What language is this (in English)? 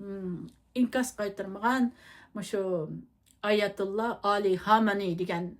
Uyghur